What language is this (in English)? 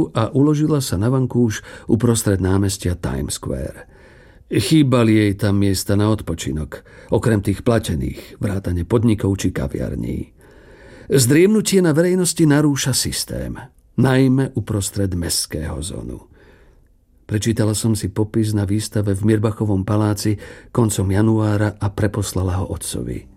Slovak